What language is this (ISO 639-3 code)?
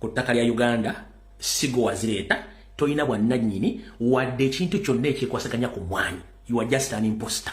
lug